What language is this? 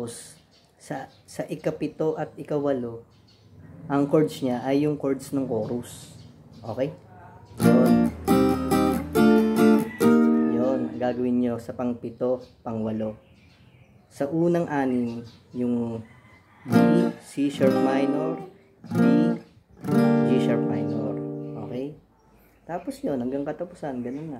Filipino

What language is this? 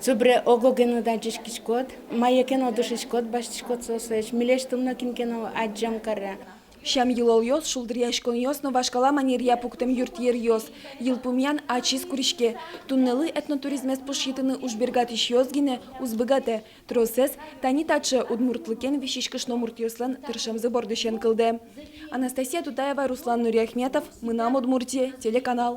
Udmurt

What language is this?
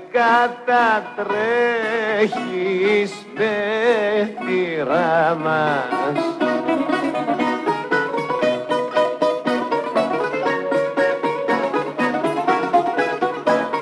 Greek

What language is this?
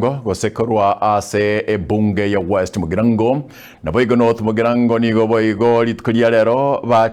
Gusii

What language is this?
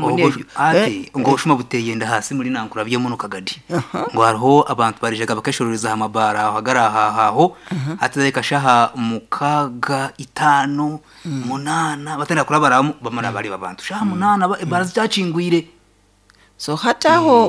Nyankole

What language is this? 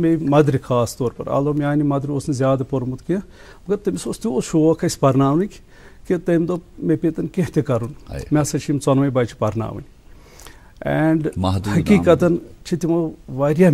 Kashmiri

